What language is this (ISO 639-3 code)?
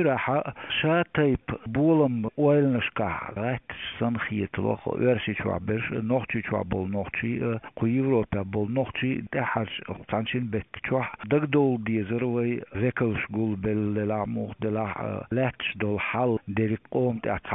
che